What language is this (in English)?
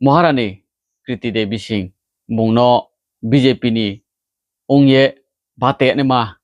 Riang (India)